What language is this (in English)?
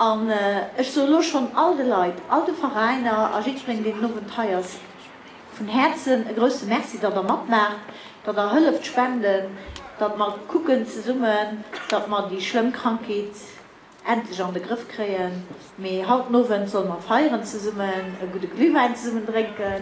Luxembourgish